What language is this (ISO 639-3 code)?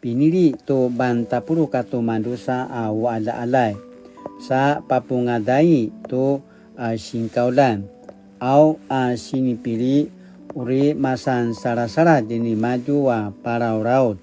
pwn